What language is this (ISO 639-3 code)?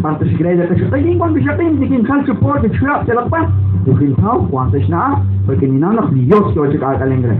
kek